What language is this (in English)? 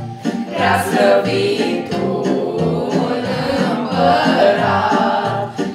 Romanian